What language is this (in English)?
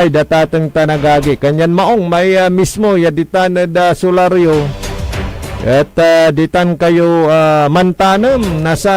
Pangasinan